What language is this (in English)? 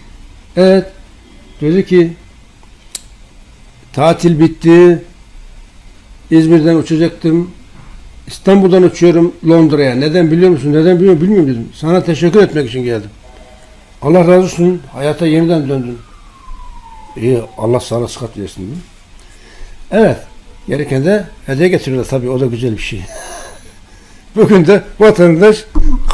Turkish